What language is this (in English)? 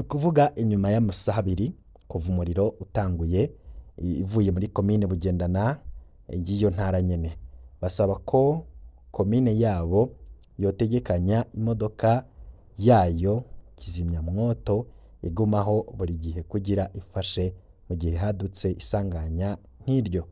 Rundi